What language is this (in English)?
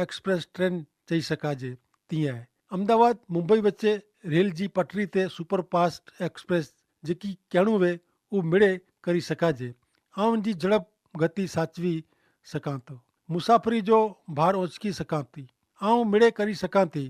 Kachhi